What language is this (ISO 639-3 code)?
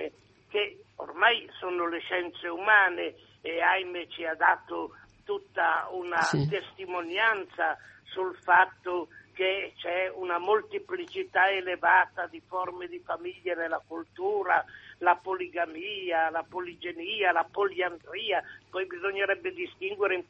ita